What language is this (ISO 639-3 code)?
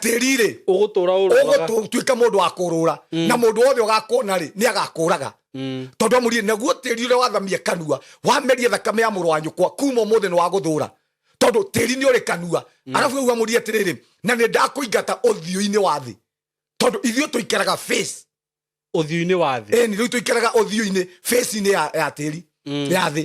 kik